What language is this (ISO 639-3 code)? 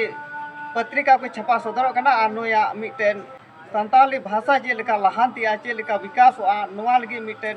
sat